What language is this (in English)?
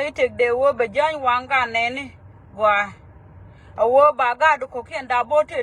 Nuer